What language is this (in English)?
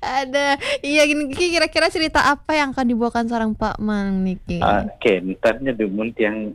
Balinese